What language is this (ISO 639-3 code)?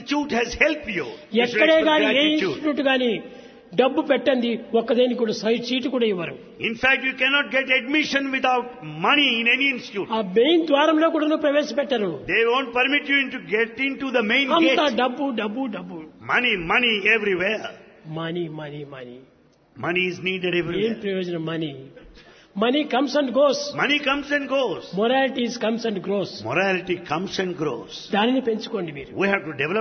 tel